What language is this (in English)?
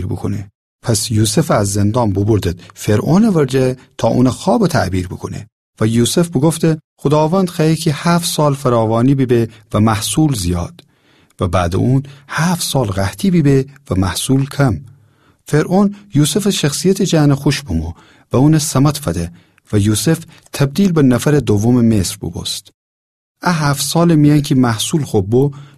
Gilaki